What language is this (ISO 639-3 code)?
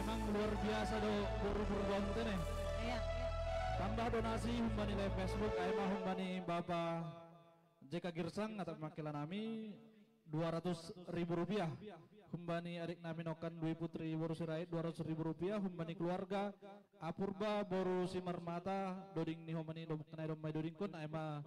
bts